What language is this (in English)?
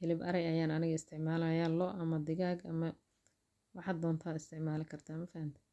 Somali